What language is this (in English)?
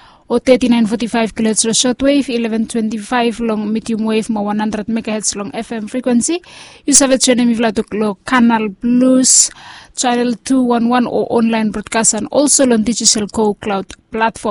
Bislama